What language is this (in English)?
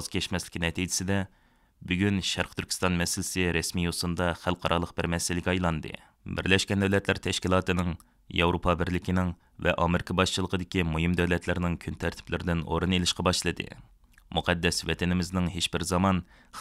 Uyghur